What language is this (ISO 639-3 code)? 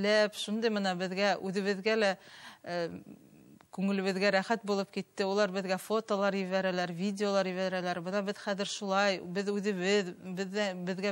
bak